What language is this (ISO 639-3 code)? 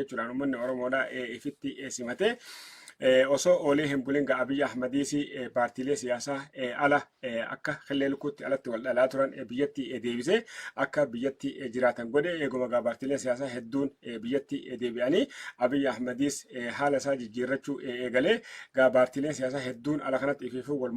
orm